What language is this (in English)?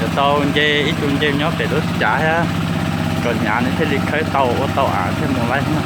Hmong